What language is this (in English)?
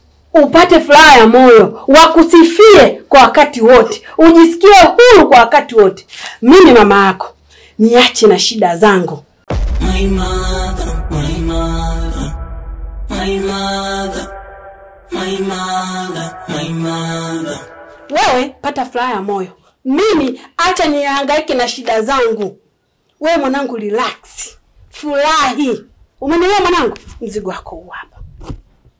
Swahili